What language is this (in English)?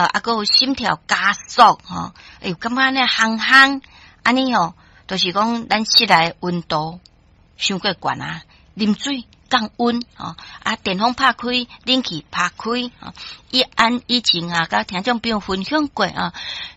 Min Nan Chinese